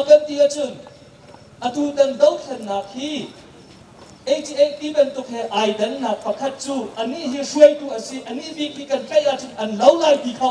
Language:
Hakha Chin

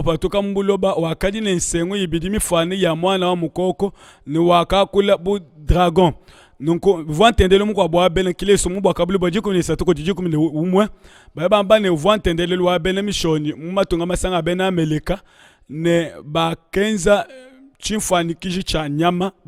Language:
Luba-Lulua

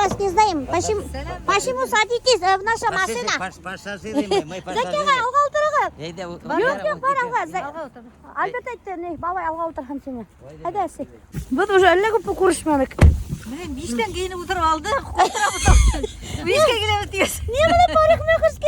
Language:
Bashkir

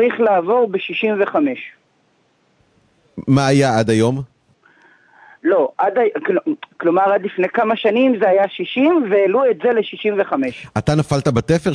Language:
Hebrew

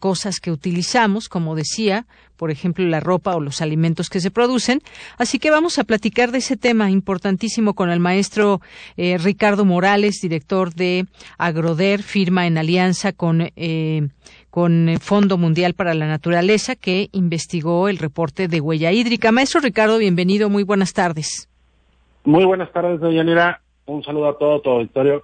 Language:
Spanish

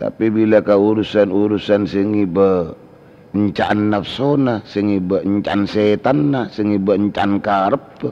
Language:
Madurese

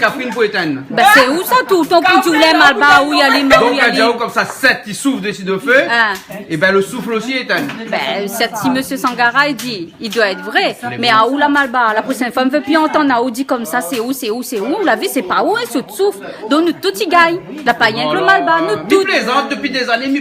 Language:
Réunion Creole French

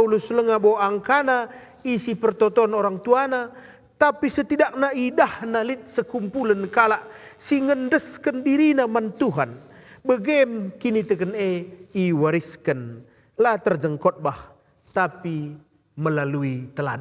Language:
Batak Karo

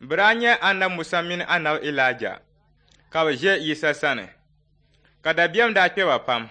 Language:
Dagbani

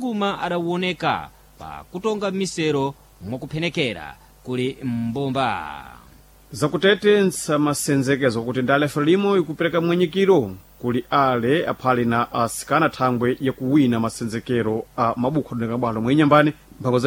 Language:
Sena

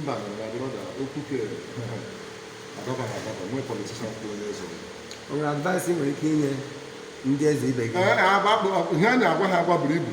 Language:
Igbo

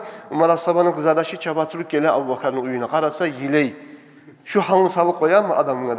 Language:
Kumyk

